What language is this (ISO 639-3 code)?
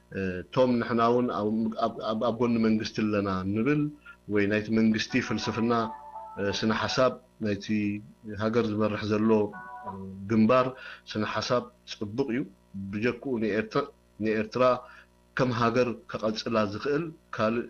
tir